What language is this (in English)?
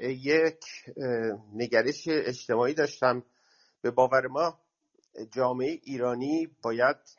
Persian